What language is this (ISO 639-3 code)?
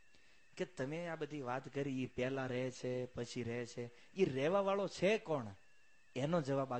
guj